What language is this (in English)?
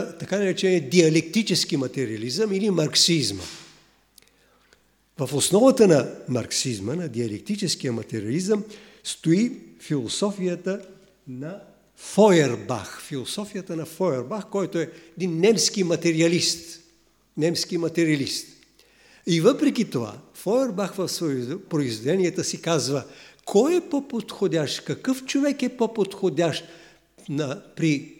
Bulgarian